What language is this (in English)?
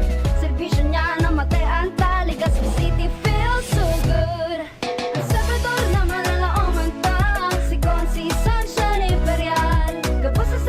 Bikol